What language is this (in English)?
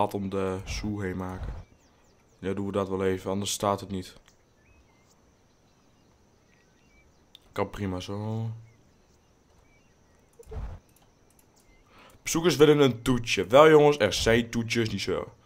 Dutch